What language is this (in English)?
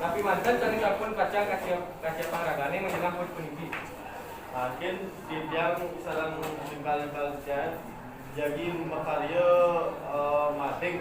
Balinese